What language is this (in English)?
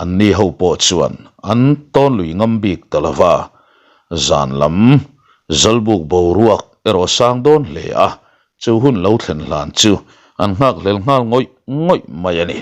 Mizo